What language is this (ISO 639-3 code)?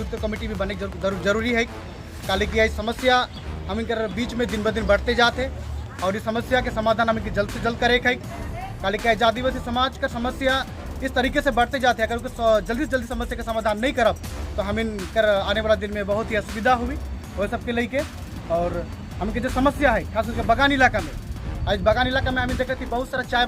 sck